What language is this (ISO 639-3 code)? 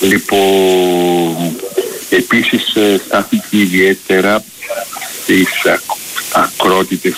ell